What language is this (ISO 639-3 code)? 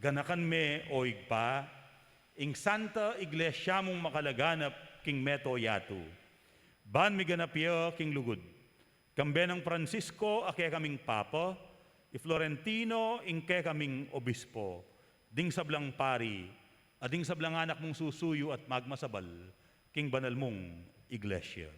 pam